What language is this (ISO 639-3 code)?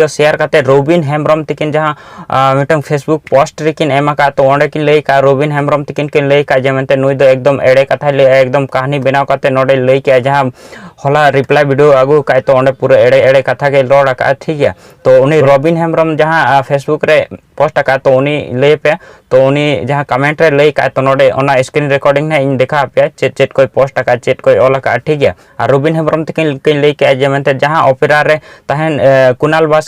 sat